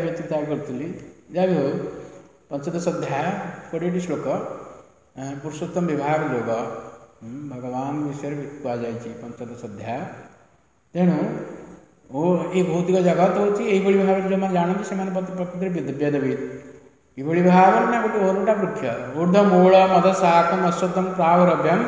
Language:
Odia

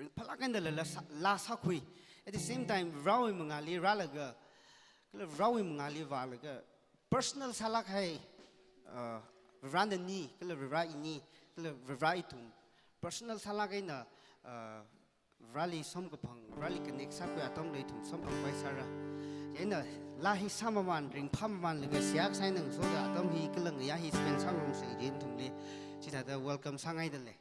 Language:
Tangkhul Naga (India)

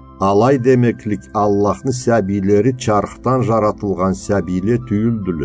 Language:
Karachay-Balkar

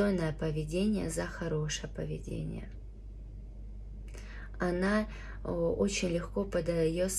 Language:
Russian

